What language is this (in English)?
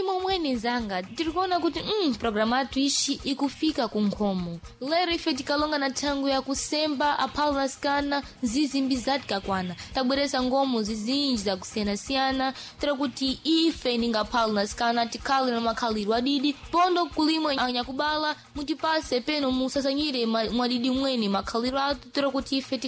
Sena